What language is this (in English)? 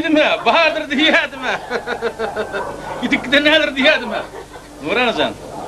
Turkmen